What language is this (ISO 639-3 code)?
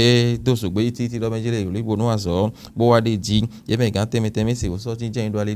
fon